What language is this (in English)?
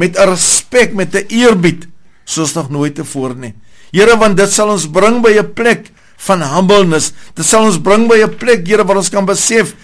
Afrikaans